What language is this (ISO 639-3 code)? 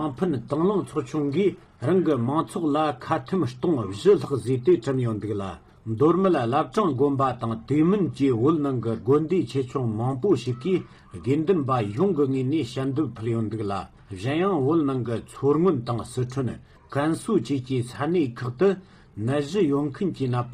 bod